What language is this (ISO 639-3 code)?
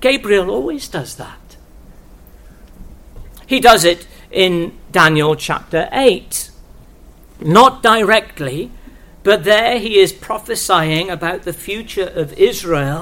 eng